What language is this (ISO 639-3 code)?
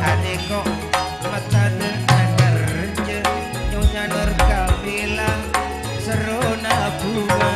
mad